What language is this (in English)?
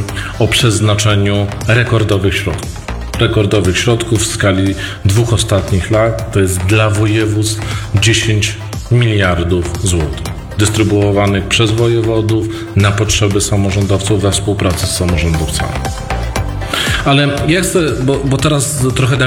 Polish